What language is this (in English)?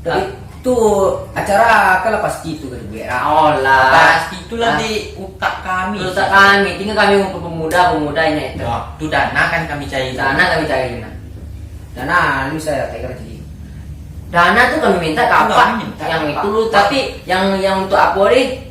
Minangkabau